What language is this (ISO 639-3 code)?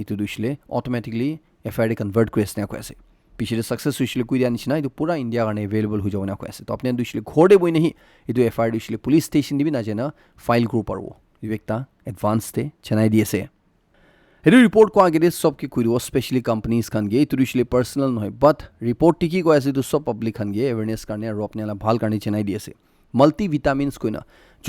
nag